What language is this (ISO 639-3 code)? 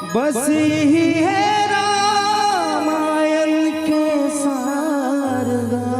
hne